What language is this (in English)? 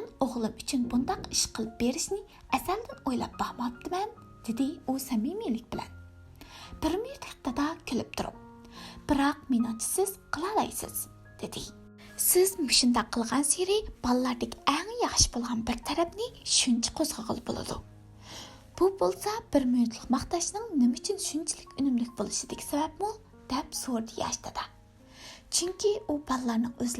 Uyghur